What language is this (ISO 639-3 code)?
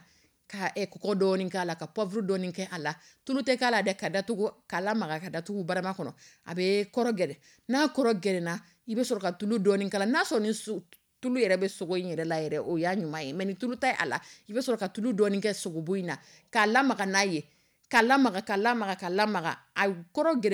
dyu